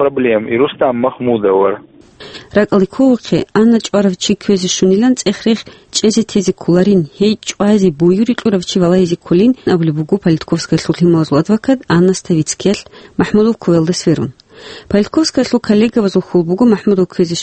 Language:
Avaric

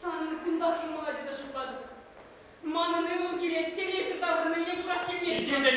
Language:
Chuvash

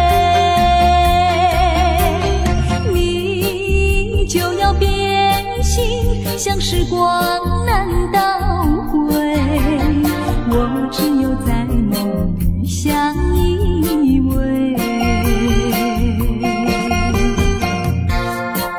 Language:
Chinese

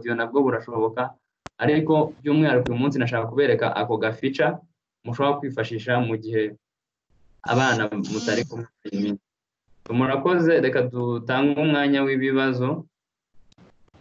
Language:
Kinyarwanda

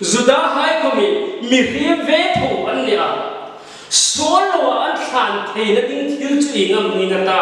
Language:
Hmar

